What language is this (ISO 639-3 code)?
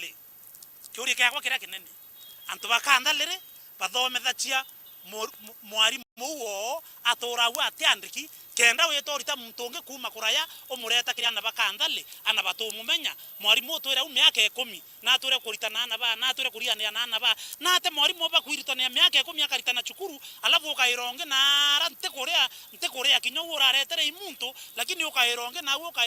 mer